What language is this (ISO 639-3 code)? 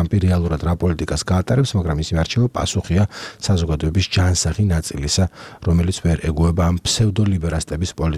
kat